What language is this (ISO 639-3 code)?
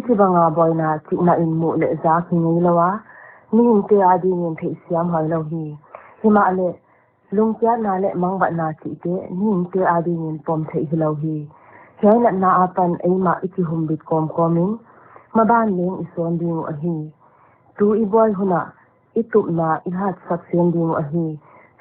pck